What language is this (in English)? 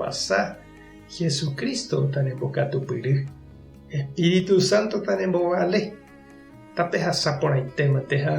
Guarani